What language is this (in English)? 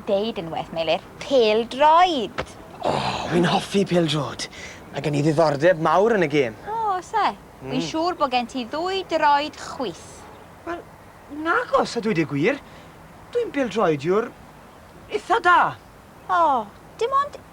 Welsh